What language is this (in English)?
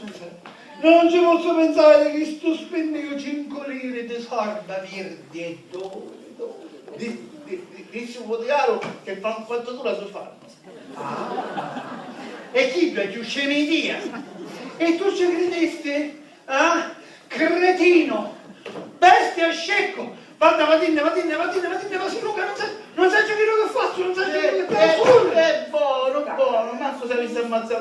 Sicilian